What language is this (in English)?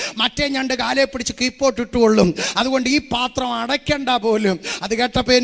Malayalam